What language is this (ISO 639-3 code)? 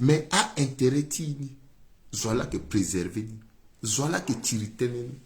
sag